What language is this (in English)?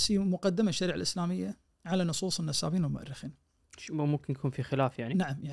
Najdi Arabic